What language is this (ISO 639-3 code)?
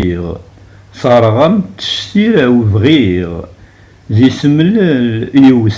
kab